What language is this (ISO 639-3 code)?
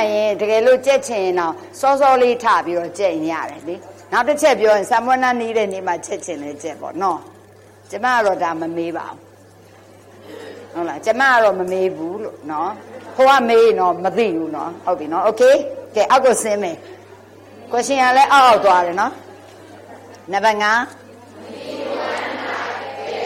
mya